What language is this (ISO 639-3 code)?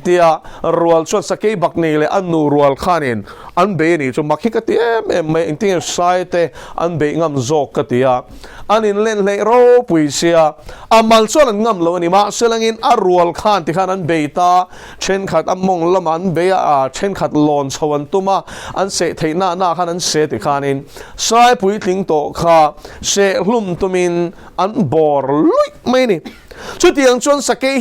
lus